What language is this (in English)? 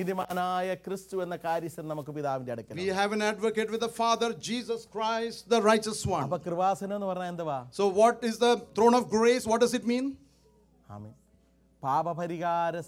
Malayalam